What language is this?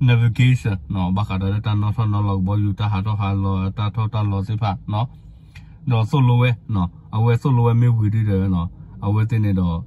S'gaw Karen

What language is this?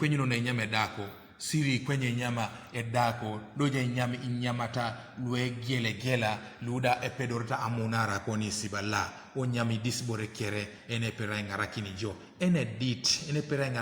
Teso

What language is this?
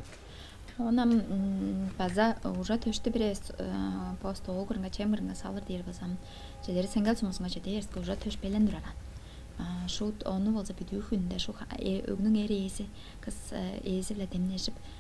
Tuvinian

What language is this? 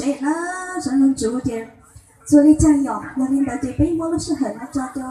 Hmong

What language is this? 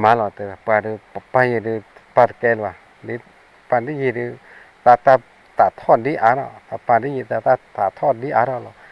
S'gaw Karen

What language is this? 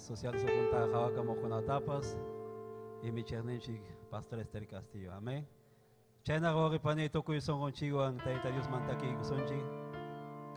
Ayacucho Quechua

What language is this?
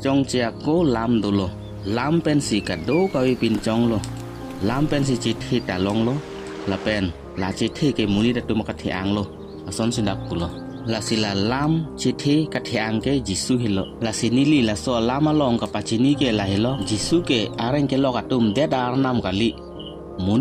Karbi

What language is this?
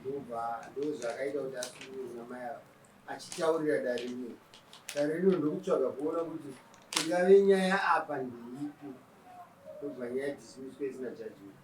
Shona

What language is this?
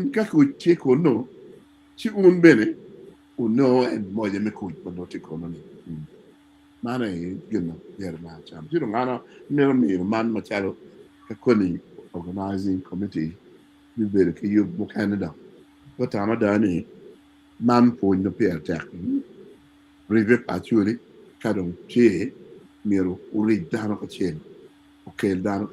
Acoli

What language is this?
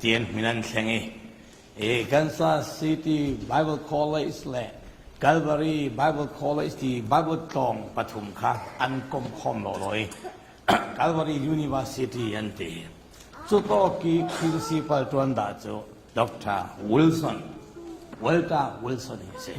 Falam Chin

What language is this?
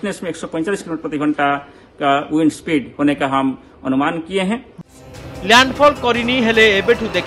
Odia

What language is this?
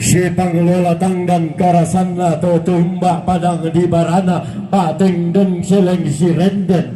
Toraja-Sa'dan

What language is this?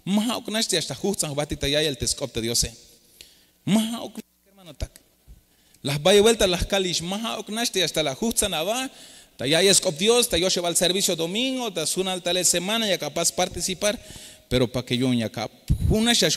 Tzeltal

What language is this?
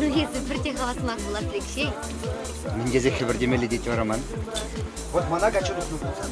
Chuvash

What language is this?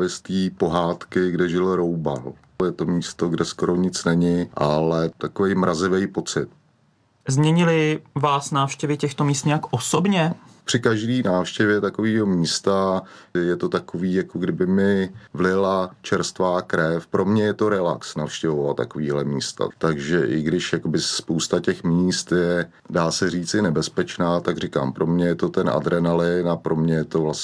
Czech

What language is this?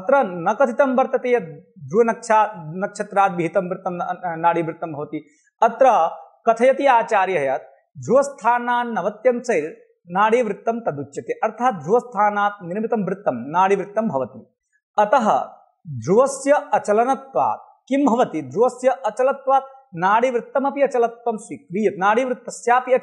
Sanskrit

